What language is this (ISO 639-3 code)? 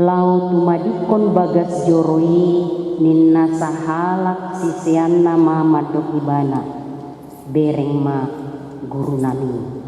bbc